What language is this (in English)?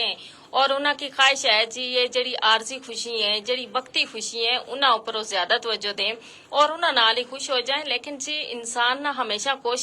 Gujari